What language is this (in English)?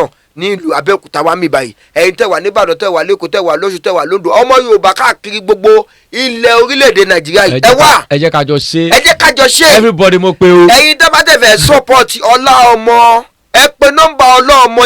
Yoruba